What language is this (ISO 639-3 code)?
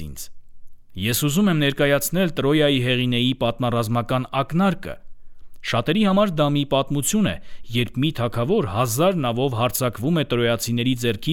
hye